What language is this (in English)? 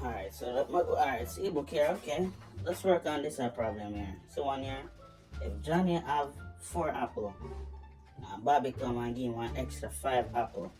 Jamaican Creole English